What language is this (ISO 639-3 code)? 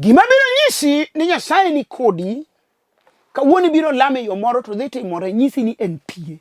luo